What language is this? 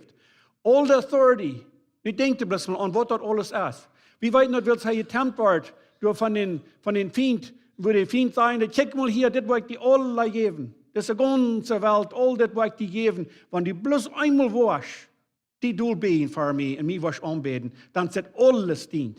Plautdietsch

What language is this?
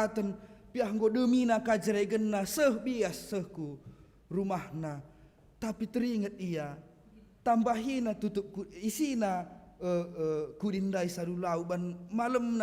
Batak Karo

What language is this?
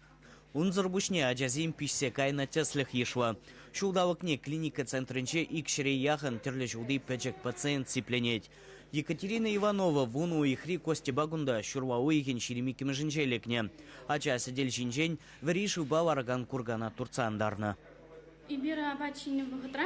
Chuvash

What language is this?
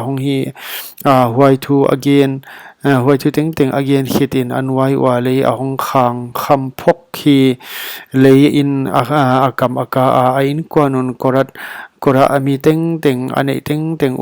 Paite Chin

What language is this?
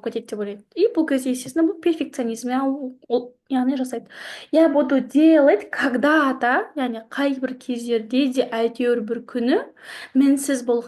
Kazakh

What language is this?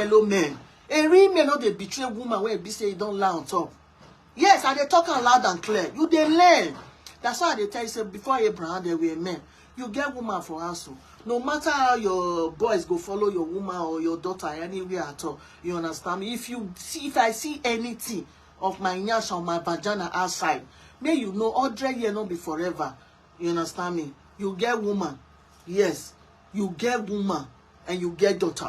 Nigerian Pidgin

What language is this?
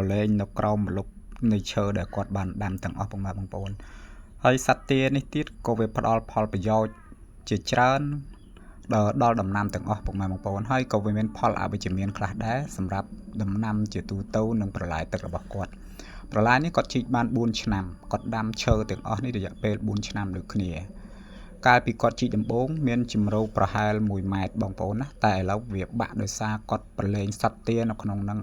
Khmer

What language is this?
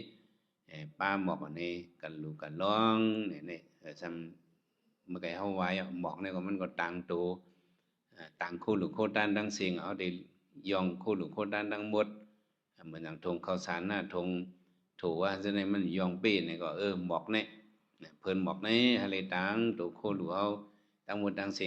Shan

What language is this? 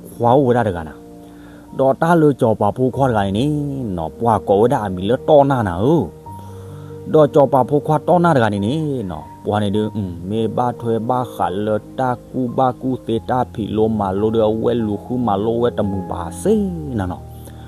S'gaw Karen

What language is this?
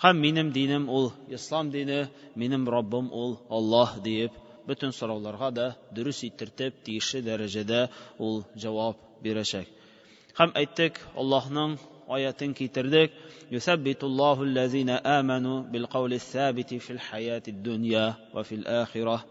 Tatar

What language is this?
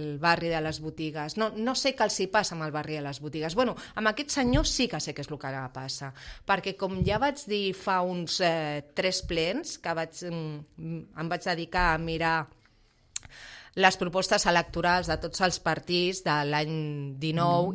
Catalan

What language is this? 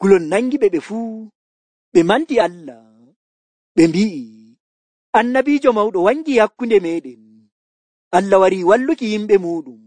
Nigerian Fulfulde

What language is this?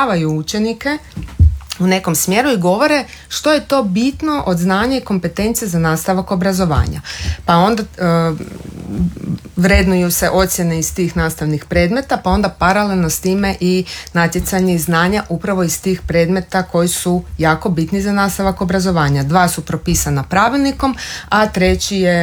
Croatian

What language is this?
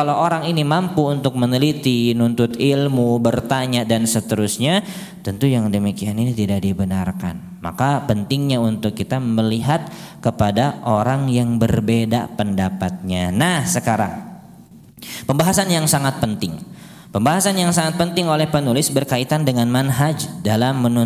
Indonesian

